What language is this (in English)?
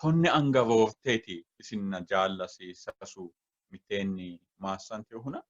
Sidamo